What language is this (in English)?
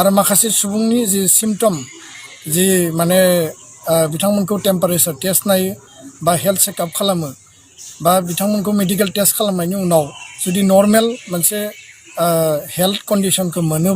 Bodo